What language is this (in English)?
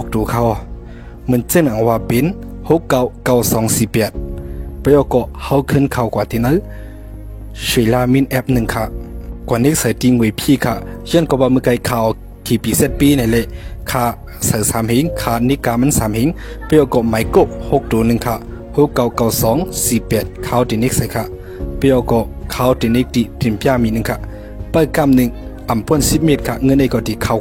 Shan